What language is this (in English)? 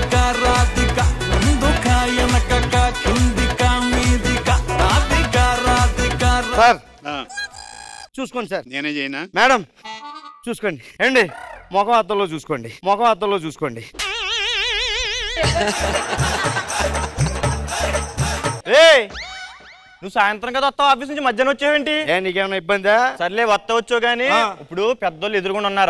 Telugu